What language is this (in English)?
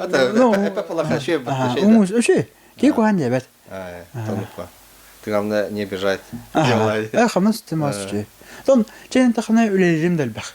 Yakut